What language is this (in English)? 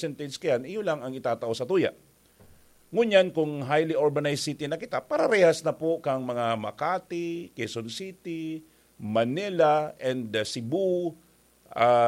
Bikol